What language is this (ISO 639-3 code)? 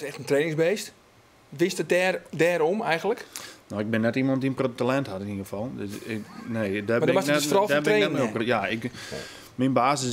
fry